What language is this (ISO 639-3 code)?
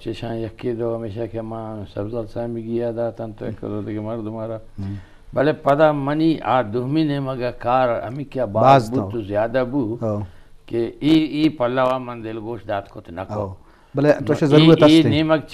bgp